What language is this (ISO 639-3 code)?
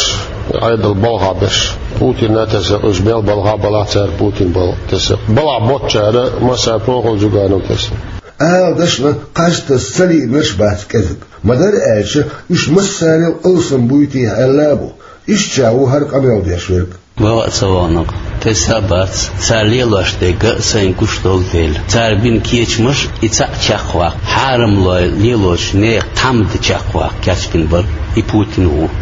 che